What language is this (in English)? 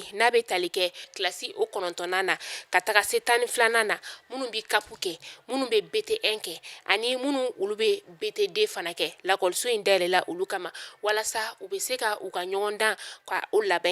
Bambara